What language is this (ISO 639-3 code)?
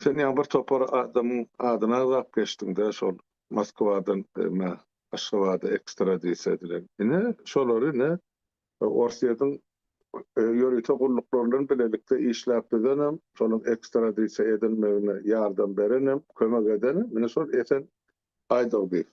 tuk